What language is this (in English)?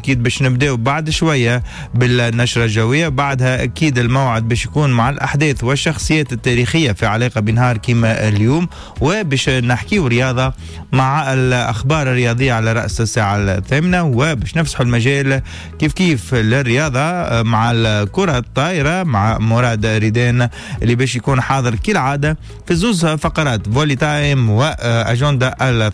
Tunisian Arabic